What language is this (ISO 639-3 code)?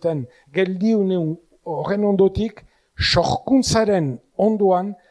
eus